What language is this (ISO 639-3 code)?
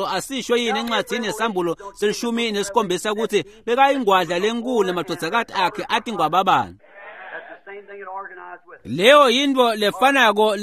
ssw